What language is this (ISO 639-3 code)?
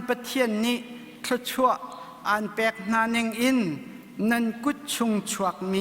cnh